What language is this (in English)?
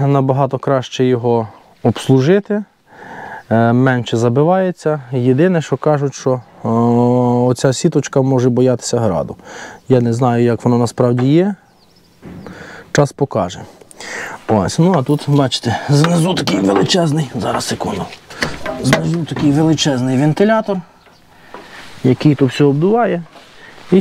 Ukrainian